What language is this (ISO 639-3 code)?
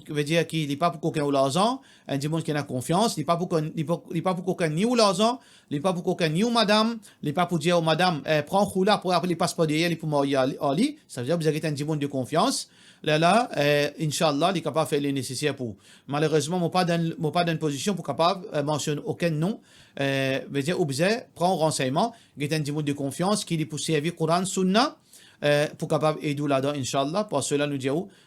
mfe